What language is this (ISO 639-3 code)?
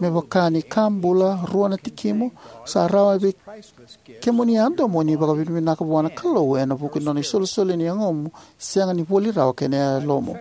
fij